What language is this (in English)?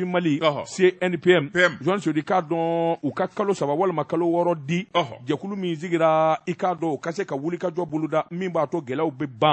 Bambara